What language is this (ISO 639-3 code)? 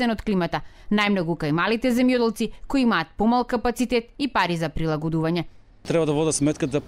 mkd